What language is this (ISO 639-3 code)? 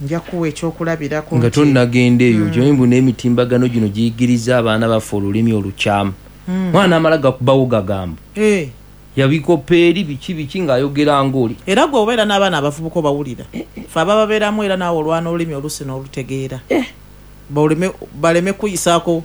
lug